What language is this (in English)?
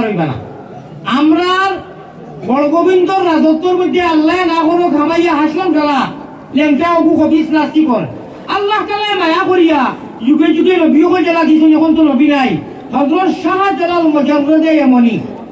Sylheti